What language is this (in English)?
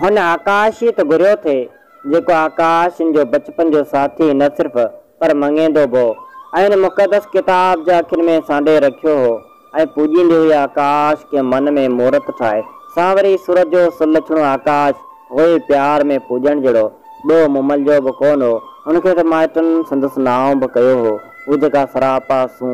Sindhi